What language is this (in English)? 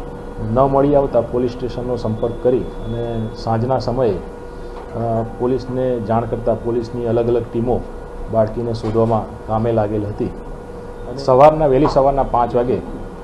Gujarati